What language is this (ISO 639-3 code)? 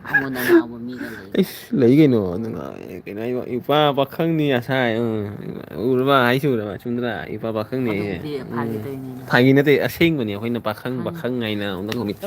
mni